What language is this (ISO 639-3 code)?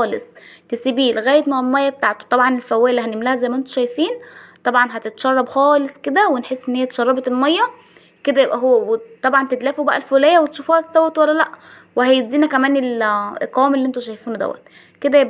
arz